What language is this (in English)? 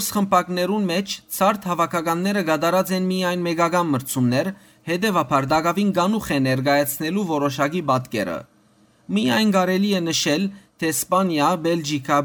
Western Armenian